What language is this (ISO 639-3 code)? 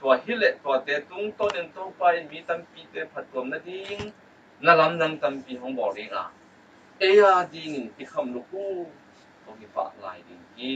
ctd